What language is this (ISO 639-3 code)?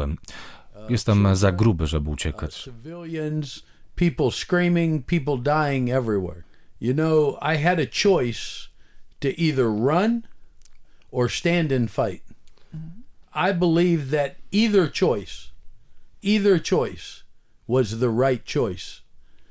pol